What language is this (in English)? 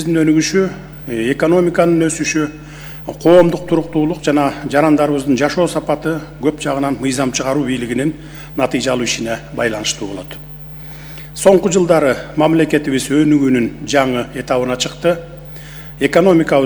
Kyrgyz